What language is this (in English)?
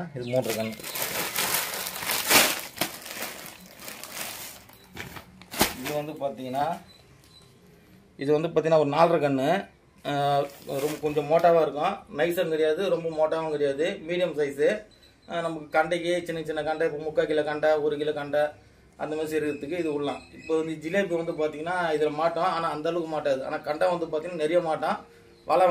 Tamil